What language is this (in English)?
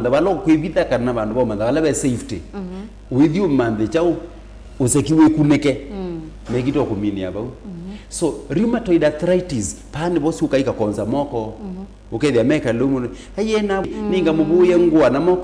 Kamba